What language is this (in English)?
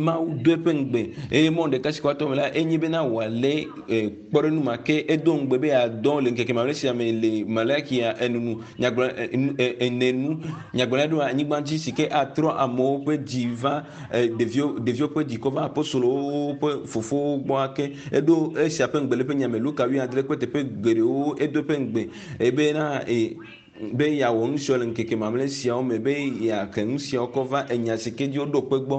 Ewe